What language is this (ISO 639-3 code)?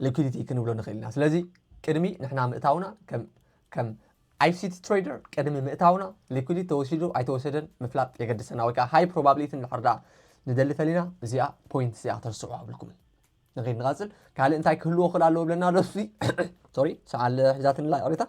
tir